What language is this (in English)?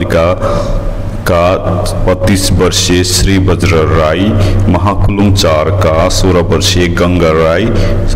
Nepali